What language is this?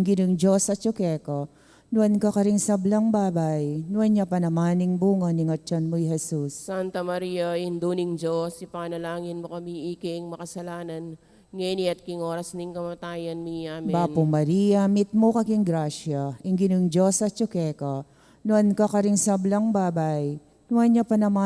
Pampanga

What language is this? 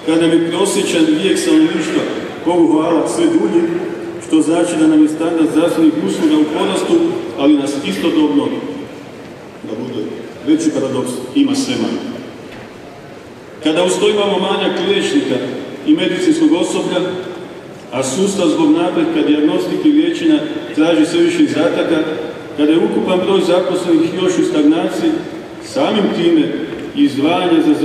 Croatian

